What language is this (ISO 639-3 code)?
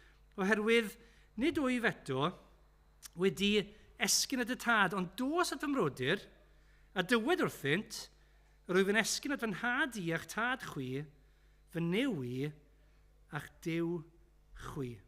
cym